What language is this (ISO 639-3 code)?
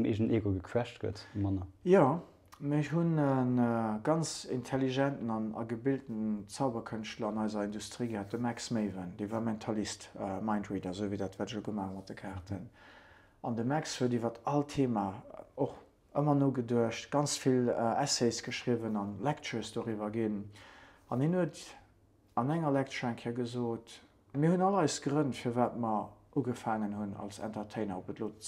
ltz